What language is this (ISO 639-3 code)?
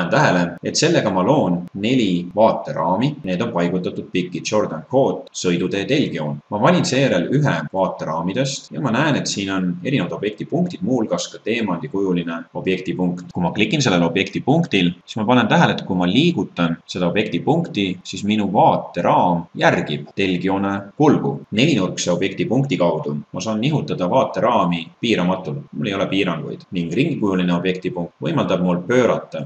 est